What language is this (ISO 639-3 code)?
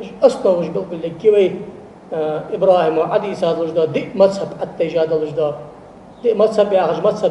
inh